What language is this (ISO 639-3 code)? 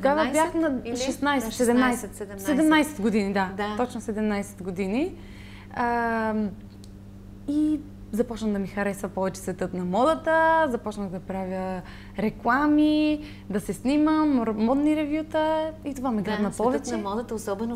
bul